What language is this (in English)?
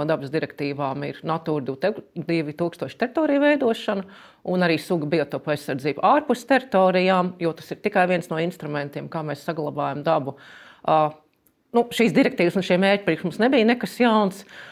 Latvian